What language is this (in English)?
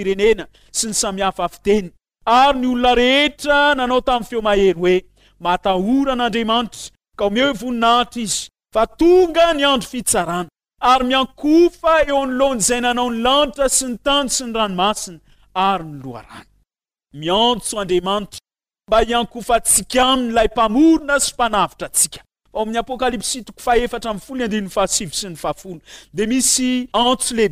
Malagasy